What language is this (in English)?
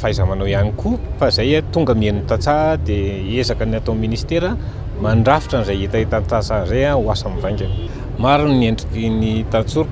Malagasy